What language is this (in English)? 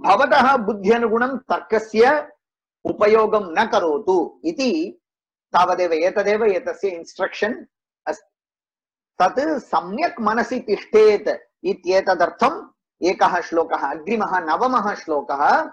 Sanskrit